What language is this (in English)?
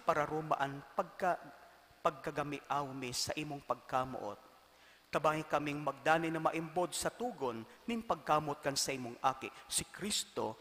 Bikol